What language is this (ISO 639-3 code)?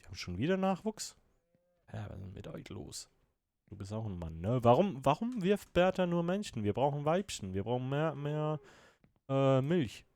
gsw